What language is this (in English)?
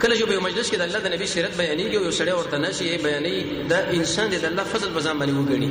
Pashto